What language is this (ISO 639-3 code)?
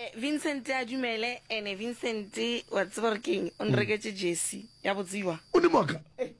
nso